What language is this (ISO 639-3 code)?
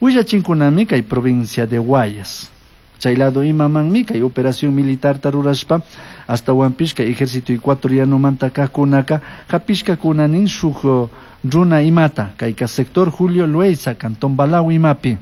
qug